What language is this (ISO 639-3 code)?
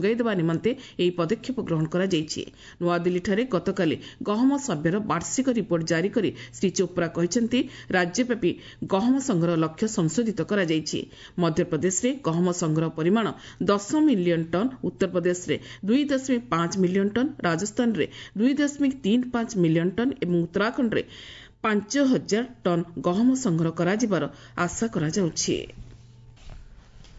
ori